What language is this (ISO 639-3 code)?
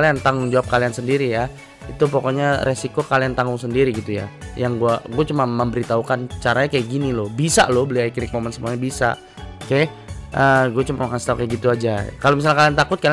ind